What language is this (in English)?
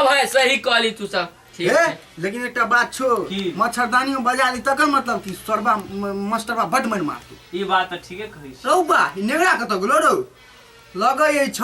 Maithili